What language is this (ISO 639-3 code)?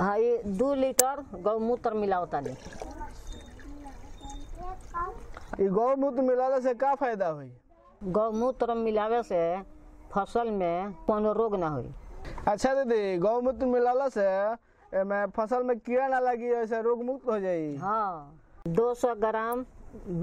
bho